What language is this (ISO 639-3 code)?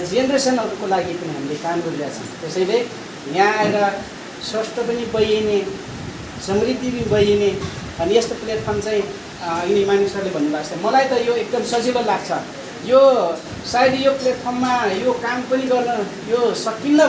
nep